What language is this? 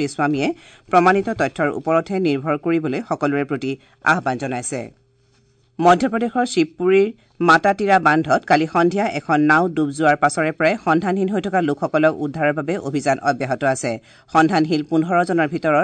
Assamese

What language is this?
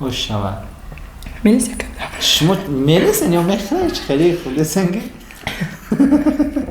Tajik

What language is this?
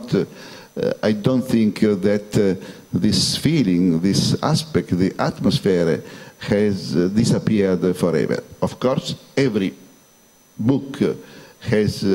English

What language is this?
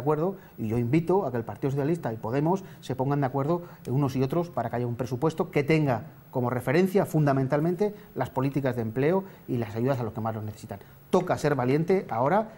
Spanish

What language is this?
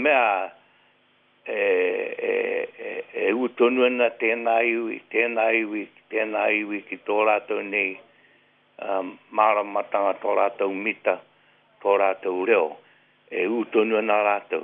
Māori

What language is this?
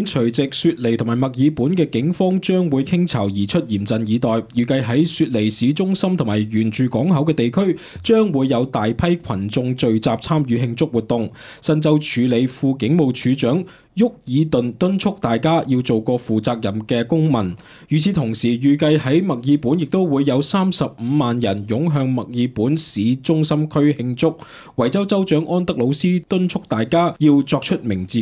Cantonese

